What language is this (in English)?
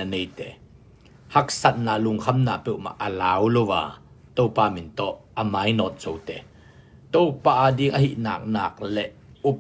Tedim Chin